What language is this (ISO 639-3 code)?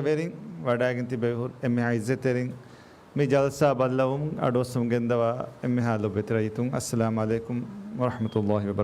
div